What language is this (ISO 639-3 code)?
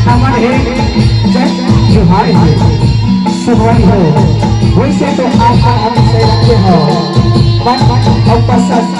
hne